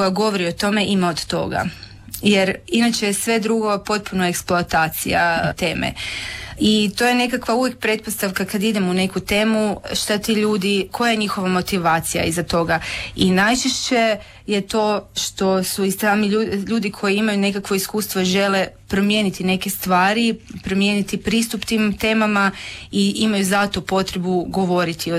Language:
Croatian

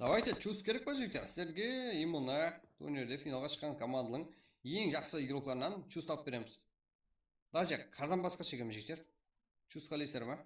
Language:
Kara-Kalpak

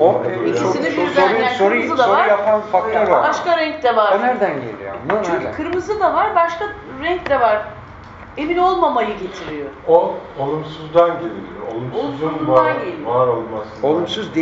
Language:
Turkish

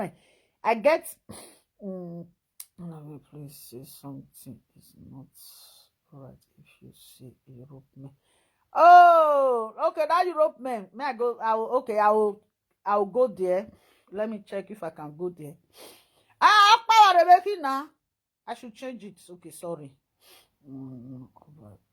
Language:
Nigerian Pidgin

